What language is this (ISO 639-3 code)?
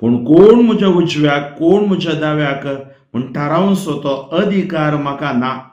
kok